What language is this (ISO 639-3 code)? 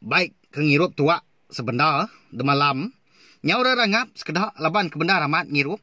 iba